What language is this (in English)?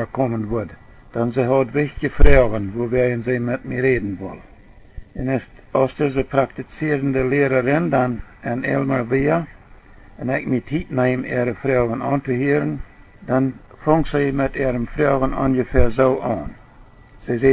Plautdietsch